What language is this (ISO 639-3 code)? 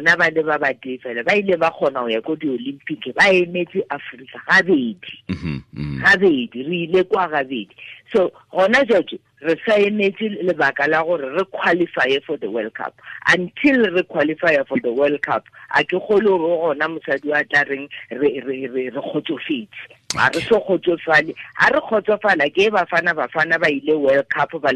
tsn